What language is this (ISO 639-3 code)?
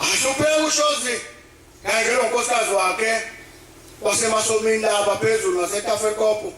zul